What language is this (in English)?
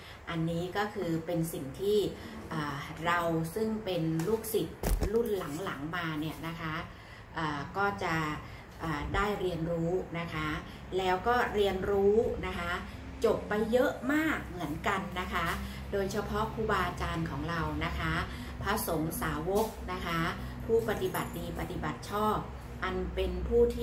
Thai